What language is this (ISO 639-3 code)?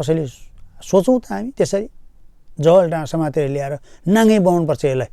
nep